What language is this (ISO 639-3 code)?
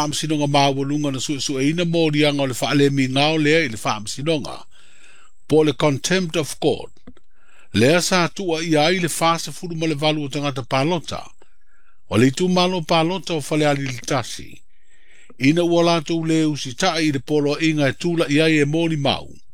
smo